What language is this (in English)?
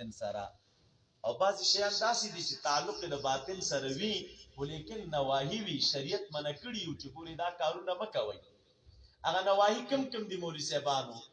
Pashto